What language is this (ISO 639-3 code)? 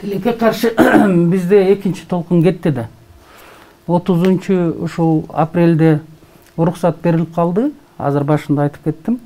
kir